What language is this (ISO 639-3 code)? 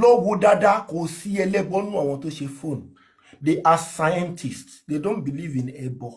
yor